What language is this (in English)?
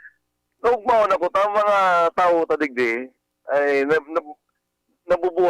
Bikol